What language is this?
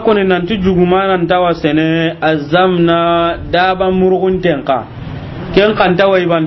Soninke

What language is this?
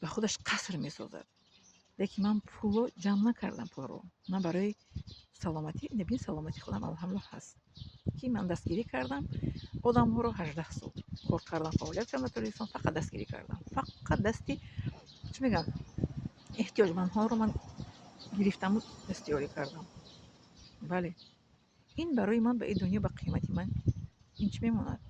Tajik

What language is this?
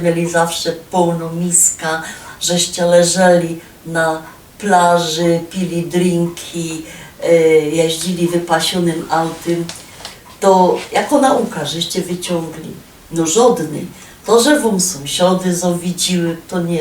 Silesian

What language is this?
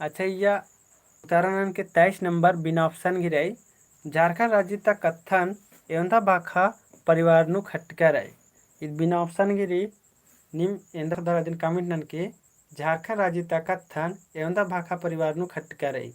Kurukh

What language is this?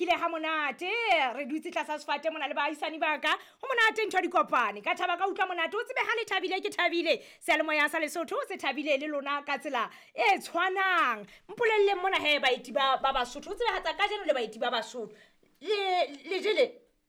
Southern Sotho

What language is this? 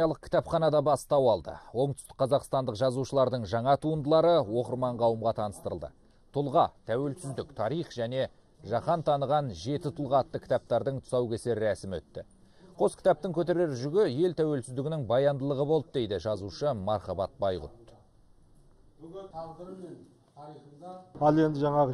Kazakh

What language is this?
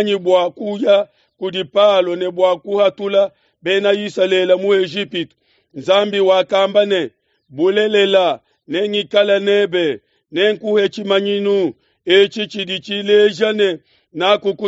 Luba-Lulua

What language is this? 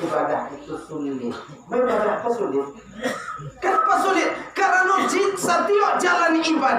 Minangkabau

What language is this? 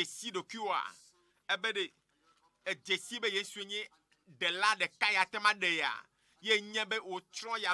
Ewe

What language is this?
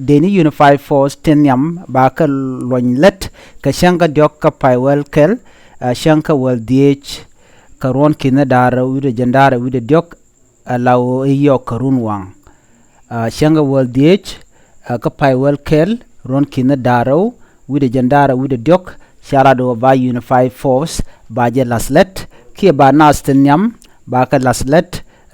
Nuer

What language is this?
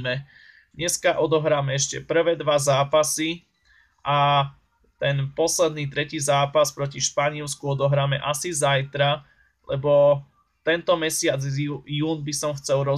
Slovak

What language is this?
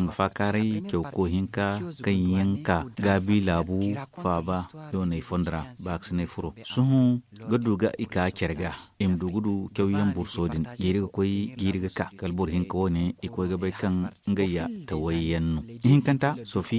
Zarma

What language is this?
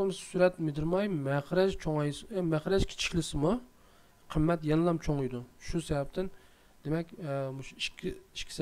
Uyghur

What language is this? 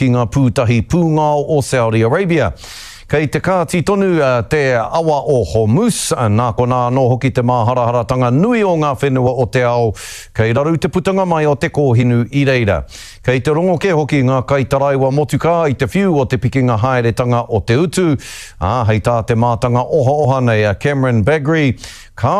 Māori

